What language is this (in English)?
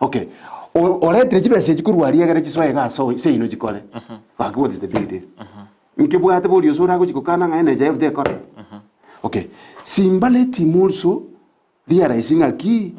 Gusii